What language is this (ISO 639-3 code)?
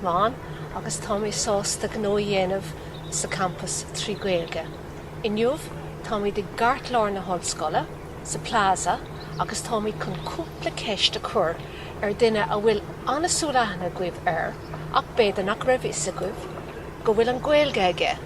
gle